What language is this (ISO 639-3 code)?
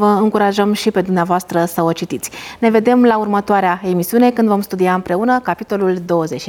ron